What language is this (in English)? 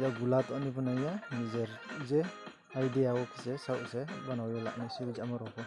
Riang (India)